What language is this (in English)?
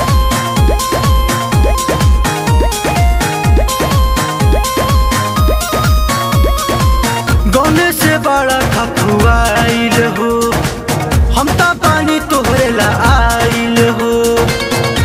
Bhojpuri